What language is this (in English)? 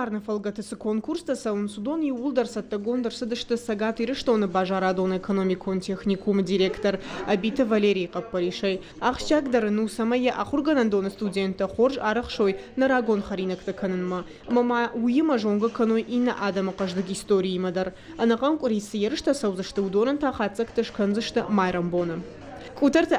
Ossetic